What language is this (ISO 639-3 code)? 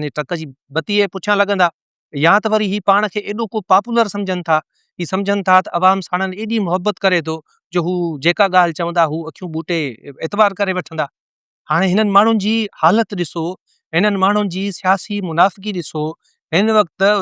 snd